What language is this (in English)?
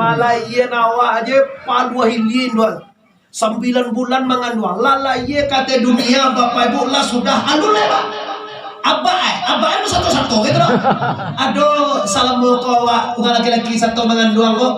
Minangkabau